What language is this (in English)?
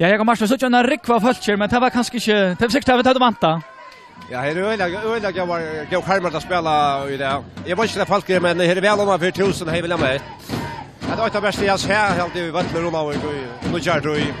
Faroese